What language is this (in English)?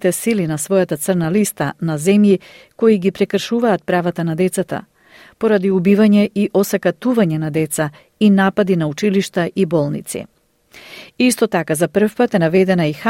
Macedonian